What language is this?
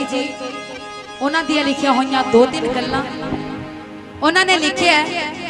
Punjabi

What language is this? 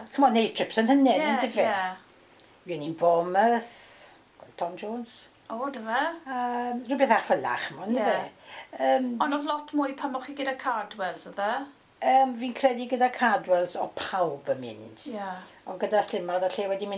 Welsh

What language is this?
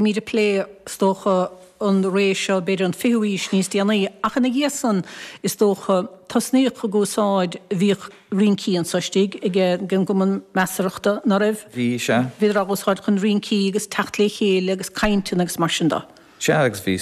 Irish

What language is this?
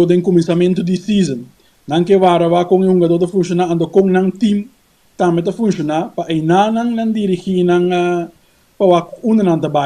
Papiamento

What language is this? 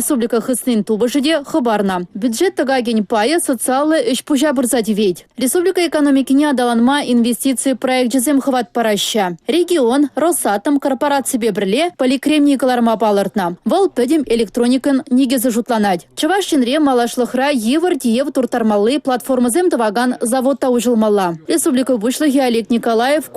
Chuvash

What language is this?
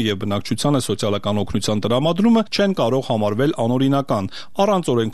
Armenian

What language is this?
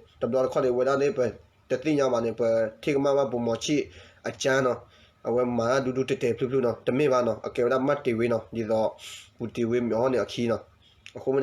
S'gaw Karen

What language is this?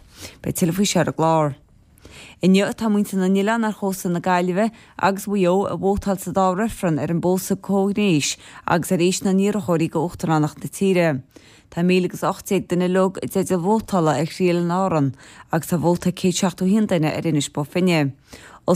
Irish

